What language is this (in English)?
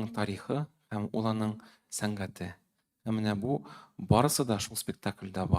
Tatar